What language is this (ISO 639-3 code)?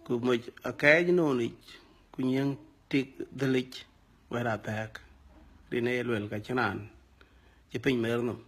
din